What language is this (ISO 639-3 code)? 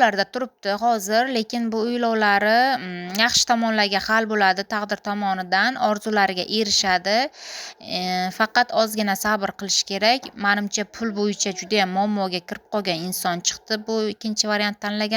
uzb